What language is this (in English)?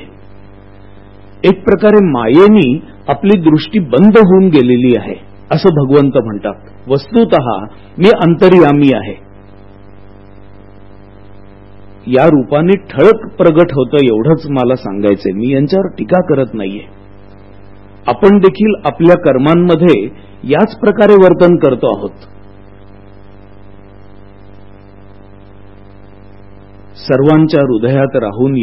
Marathi